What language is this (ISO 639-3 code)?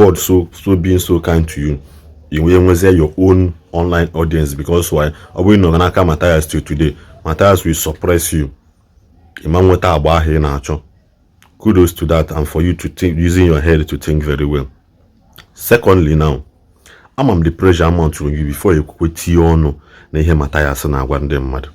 ibo